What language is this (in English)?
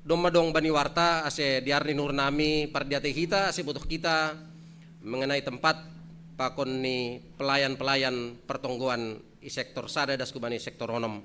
Batak Simalungun